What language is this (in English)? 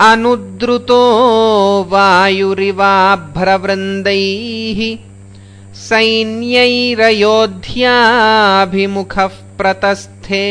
Sanskrit